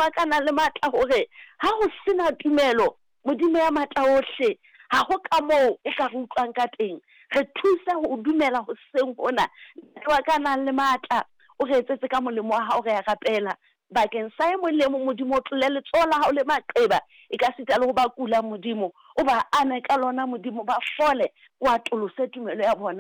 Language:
Southern Sotho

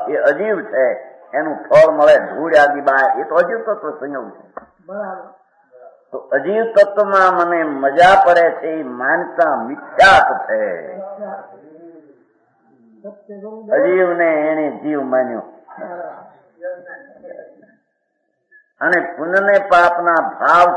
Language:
Gujarati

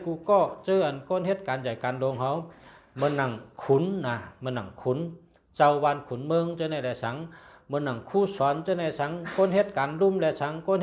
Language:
Shan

